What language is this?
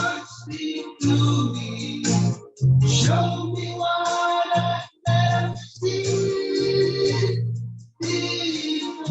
Pohnpeian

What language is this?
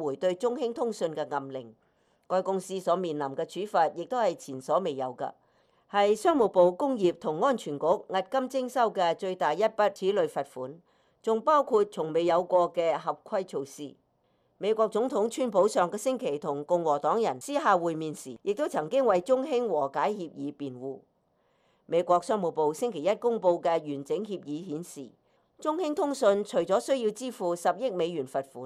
Cantonese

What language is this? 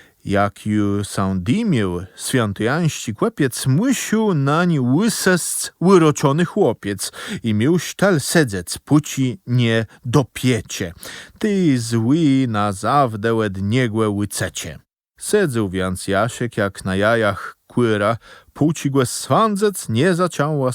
Kashubian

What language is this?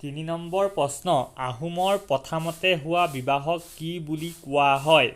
Assamese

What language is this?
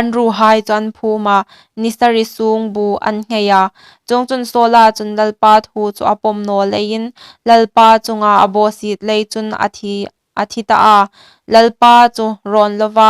Hmar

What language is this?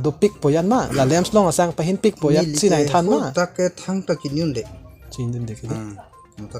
Karbi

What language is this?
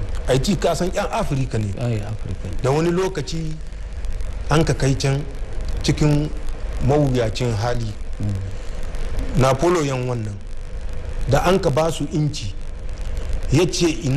Hausa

